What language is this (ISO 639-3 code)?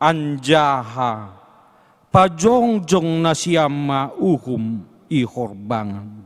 bts